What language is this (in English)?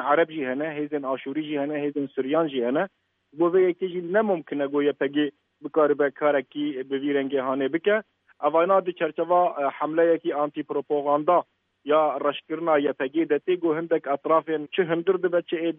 Kurdish